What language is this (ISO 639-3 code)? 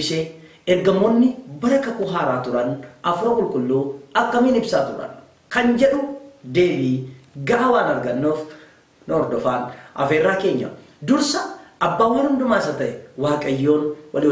orm